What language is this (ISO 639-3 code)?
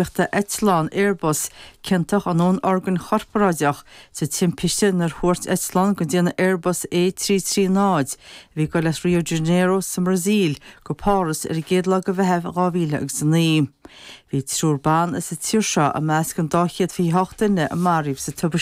gle